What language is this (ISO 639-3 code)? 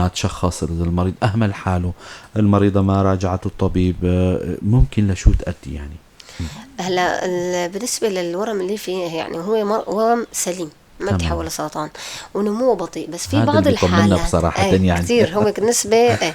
apc